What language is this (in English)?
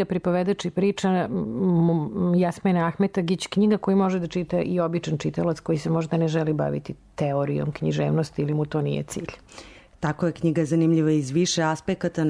Serbian